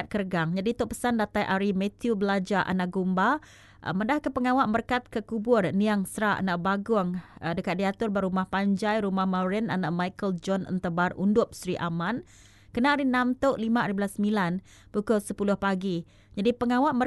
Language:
Iban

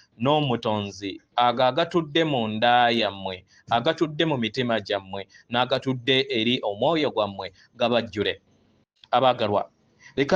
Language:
Ganda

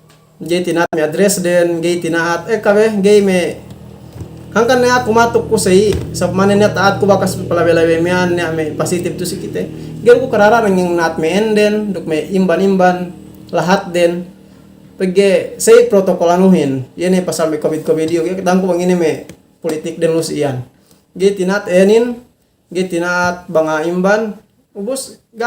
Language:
Yakan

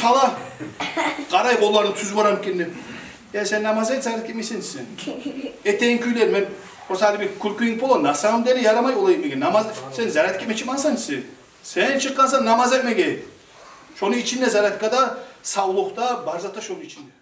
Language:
Kumyk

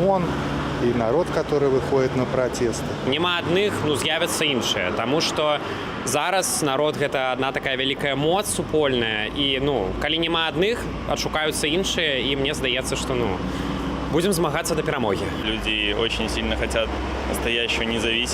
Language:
Belarusian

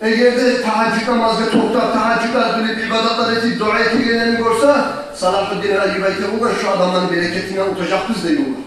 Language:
Kumyk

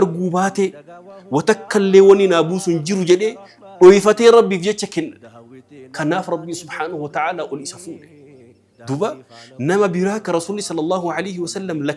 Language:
Oromo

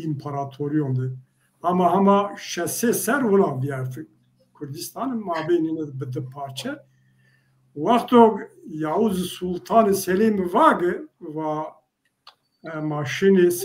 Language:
Zaza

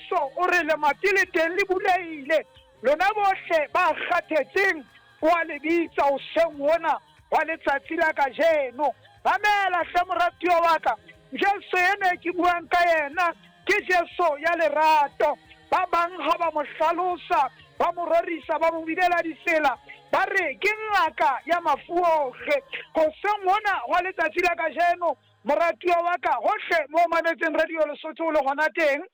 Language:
Southern Sotho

